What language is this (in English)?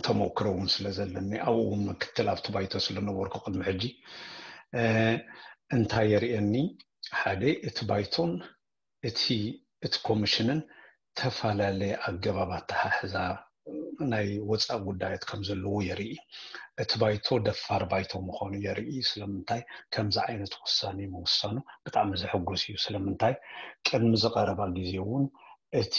Tigrinya